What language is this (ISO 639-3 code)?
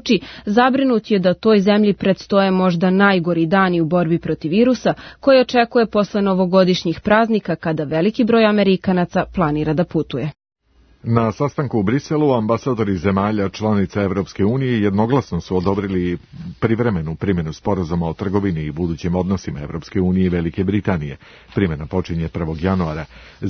srp